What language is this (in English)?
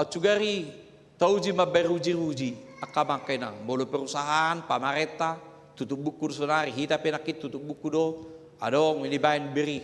Batak Toba